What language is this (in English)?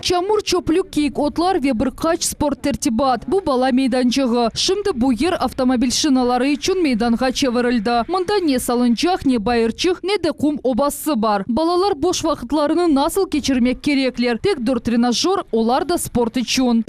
Crimean Tatar